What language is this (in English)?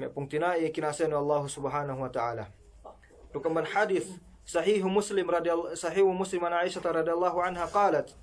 Yakan